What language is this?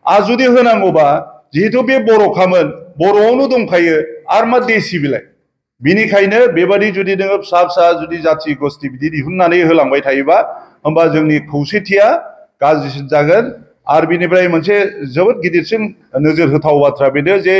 Bodo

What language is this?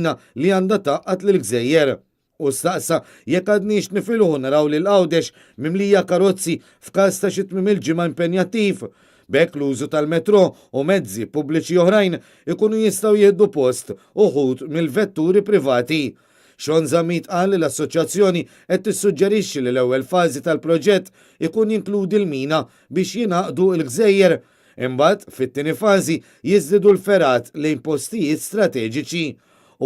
Maltese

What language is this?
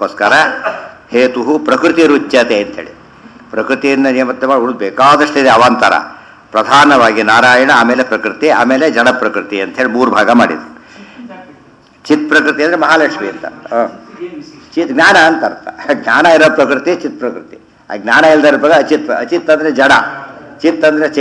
Kannada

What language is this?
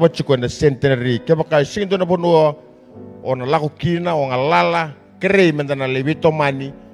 Fijian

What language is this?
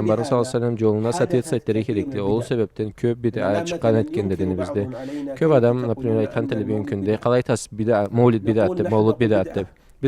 Karachay-Balkar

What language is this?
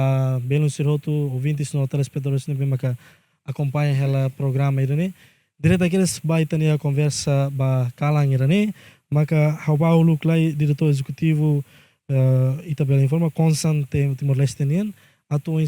Tetum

